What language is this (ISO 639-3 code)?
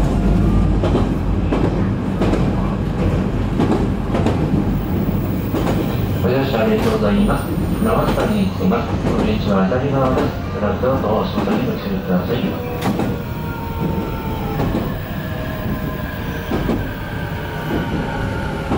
jpn